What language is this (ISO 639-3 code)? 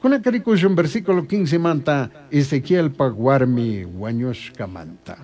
qug